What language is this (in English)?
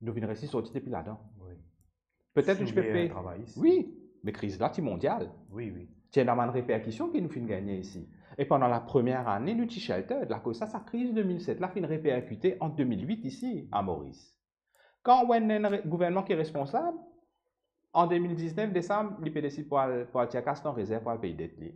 Morisyen